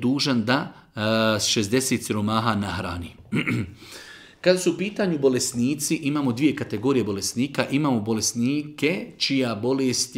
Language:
Bosnian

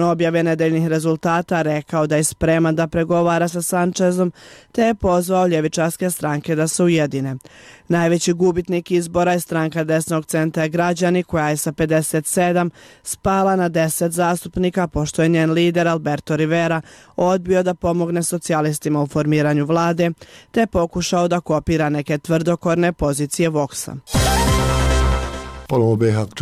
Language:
Bosnian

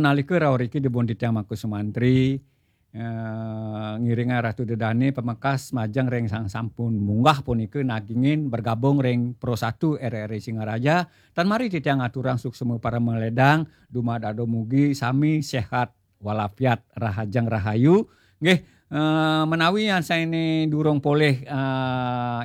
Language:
Balinese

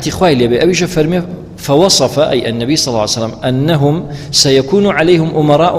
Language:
Central Kurdish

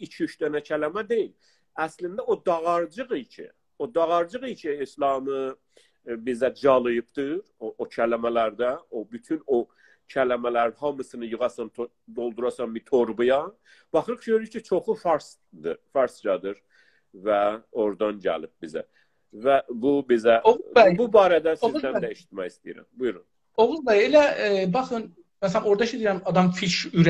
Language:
South Azerbaijani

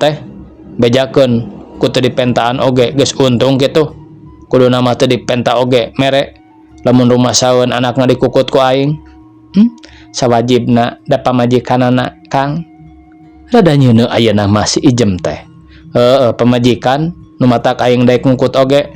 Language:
Sundanese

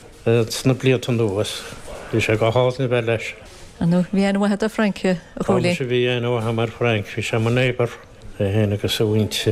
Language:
Irish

